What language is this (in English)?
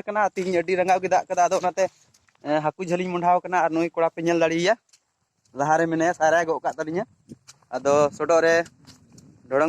Santali